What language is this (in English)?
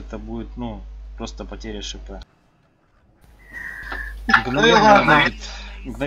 Russian